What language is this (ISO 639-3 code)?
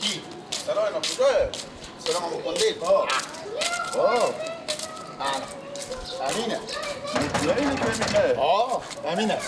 fas